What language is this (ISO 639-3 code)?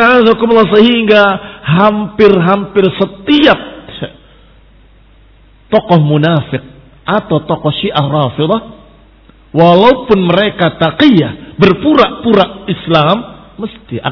ind